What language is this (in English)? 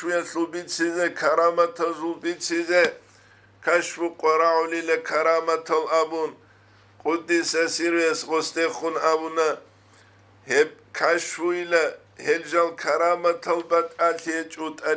Avaric